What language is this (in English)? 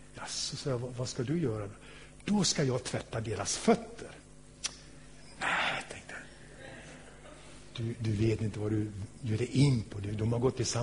Swedish